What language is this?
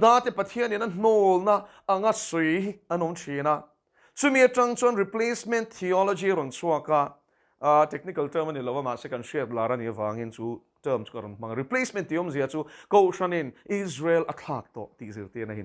Mizo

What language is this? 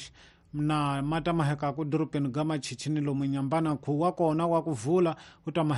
Tsonga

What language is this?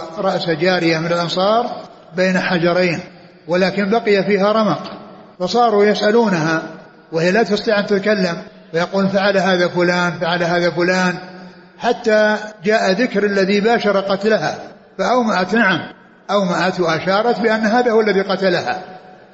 Arabic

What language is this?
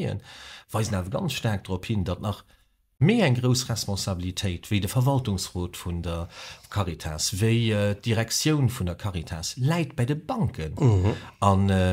Luxembourgish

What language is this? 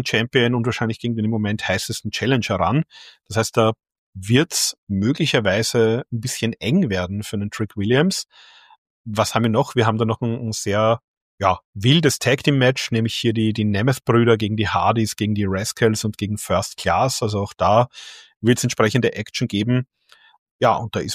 German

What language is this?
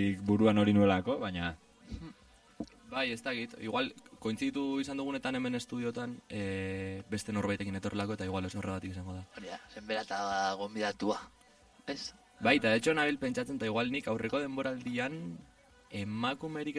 Basque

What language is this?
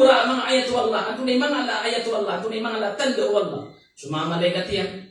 Maranao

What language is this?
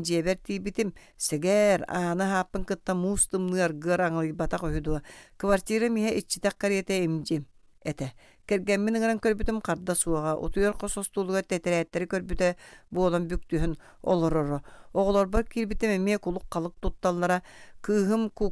Yakut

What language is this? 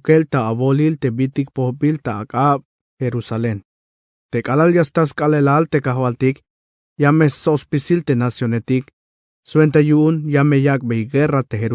Tzeltal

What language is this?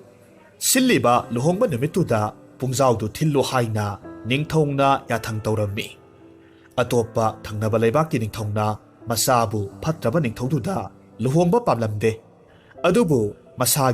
Manipuri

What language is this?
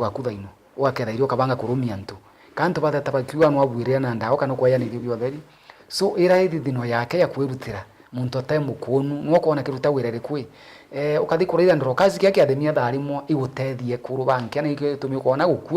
Meru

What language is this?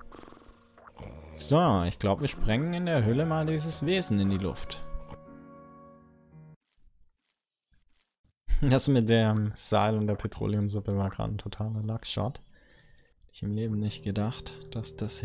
German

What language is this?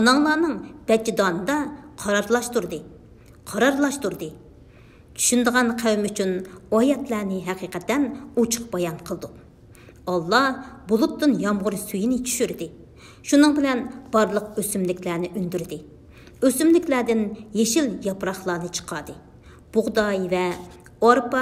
Uyghur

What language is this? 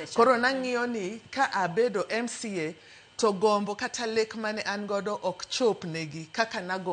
Luo (Kenya and Tanzania)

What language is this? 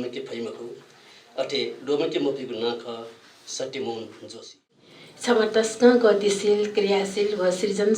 Newari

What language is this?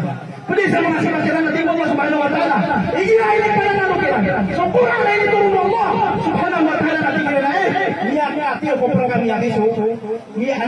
Maranao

